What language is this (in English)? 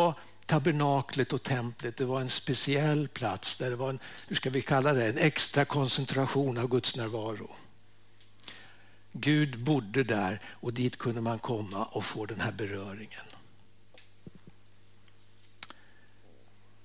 Swedish